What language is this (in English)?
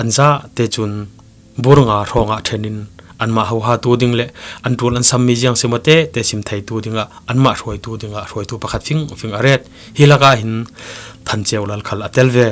Falam Chin